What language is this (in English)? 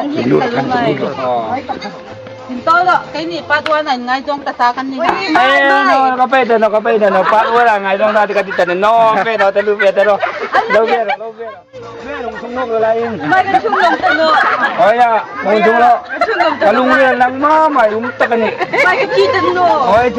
Hmar